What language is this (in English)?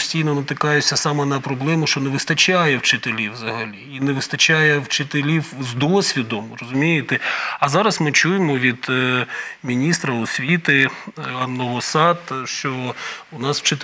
Ukrainian